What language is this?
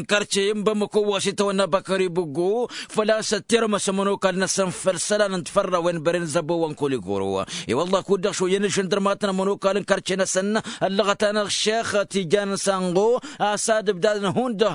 Tamasheq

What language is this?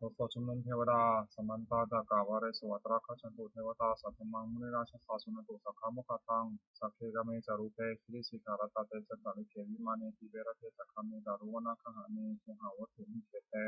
Pali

